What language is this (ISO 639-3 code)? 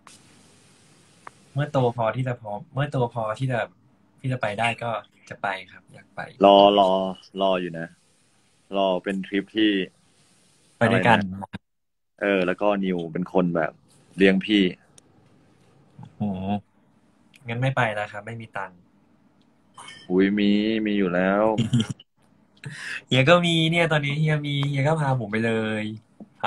tha